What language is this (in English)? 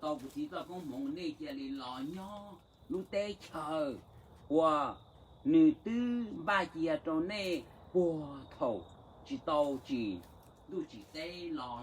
Hmong